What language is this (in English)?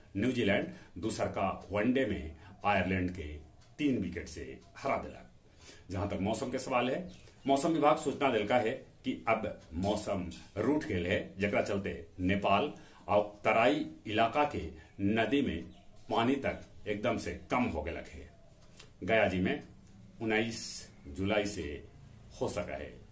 Magahi